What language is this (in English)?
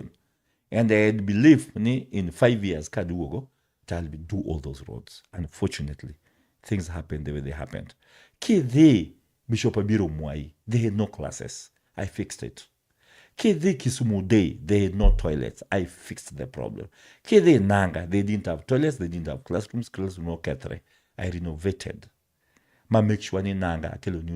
Luo (Kenya and Tanzania)